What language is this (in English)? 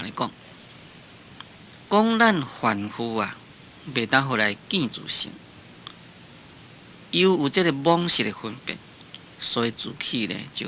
Min Nan Chinese